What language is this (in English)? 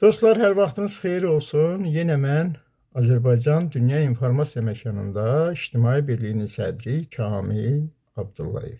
Azerbaijani